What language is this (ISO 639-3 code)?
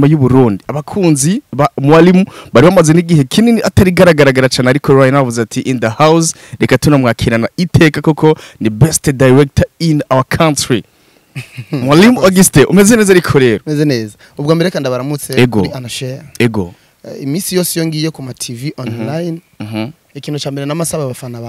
run